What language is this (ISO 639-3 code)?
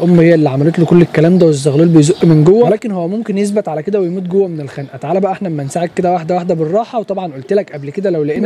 arz